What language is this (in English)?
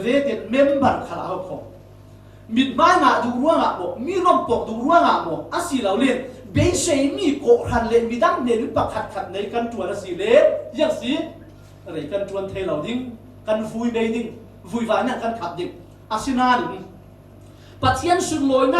Falam Chin